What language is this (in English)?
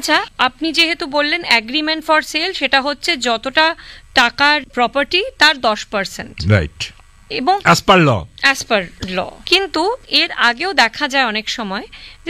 Bangla